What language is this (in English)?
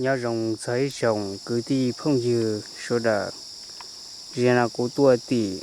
Hmong